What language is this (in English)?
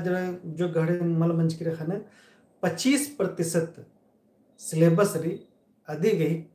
Kurukh